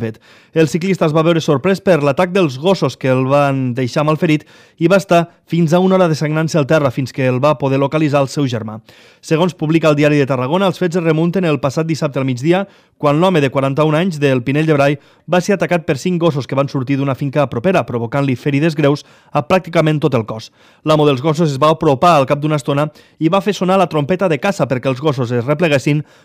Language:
Catalan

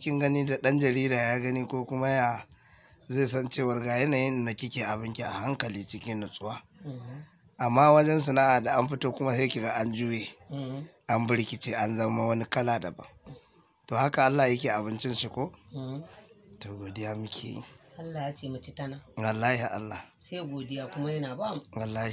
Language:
Hausa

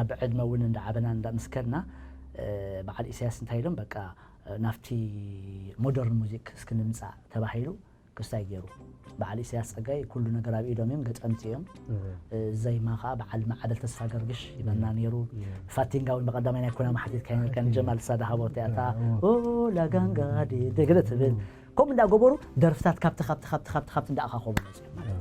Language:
Tigrinya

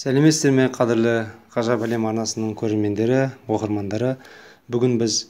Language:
Kazakh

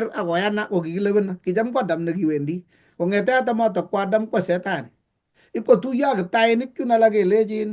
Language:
Kalenjin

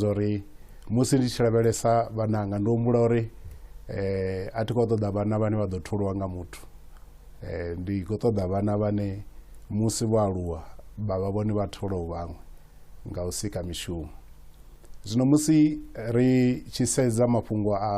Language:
Venda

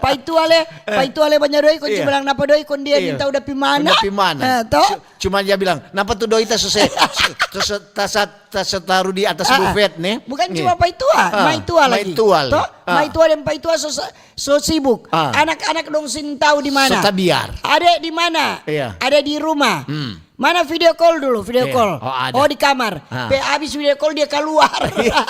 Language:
Manado Malay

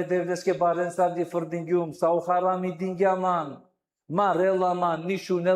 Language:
Balkan Romani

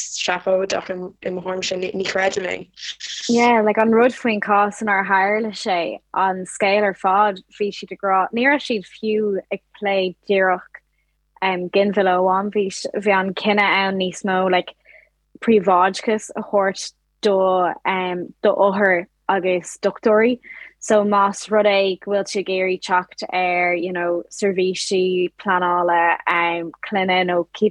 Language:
Irish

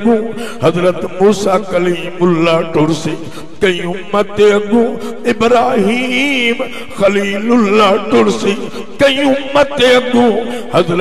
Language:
Saraiki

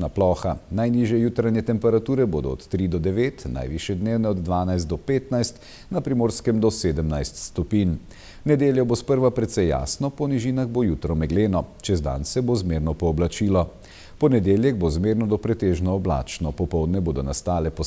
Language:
Slovenian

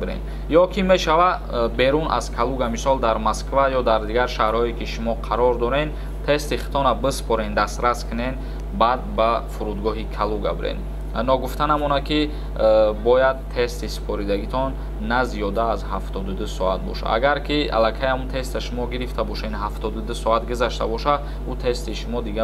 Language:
Tajik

